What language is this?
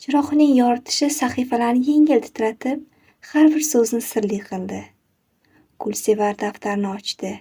Uzbek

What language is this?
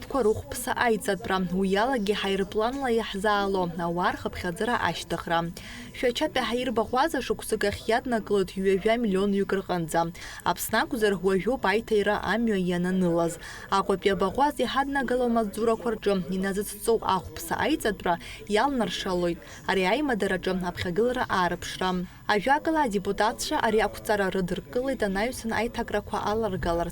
Abkhazian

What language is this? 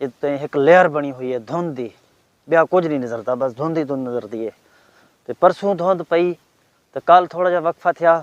Saraiki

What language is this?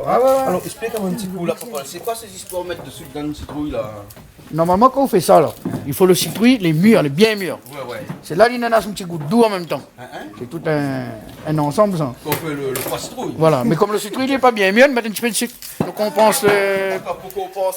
Réunion Creole French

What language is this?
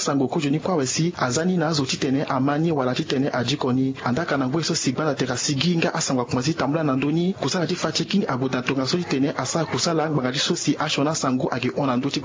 Sango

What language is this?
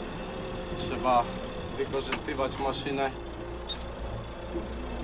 Polish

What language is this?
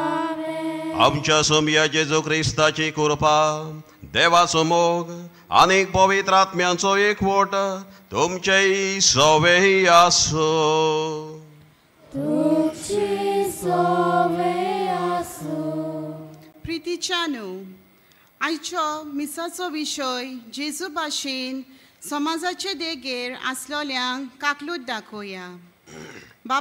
Konkani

